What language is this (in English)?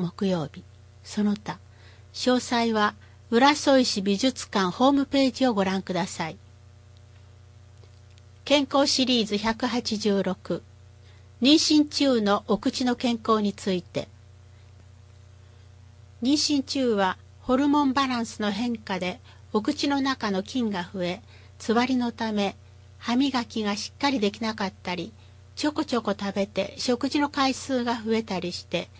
Japanese